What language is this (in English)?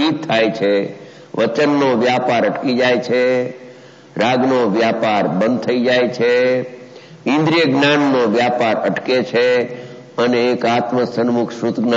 Gujarati